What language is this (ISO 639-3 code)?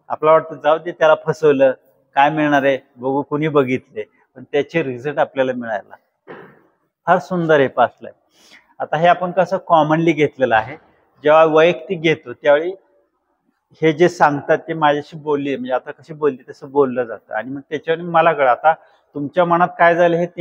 mar